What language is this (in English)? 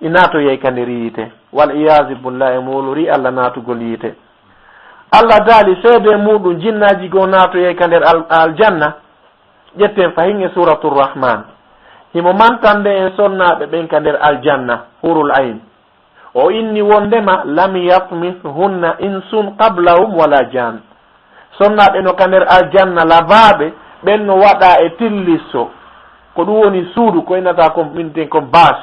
Fula